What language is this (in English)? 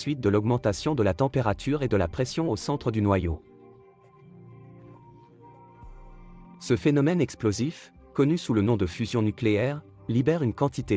French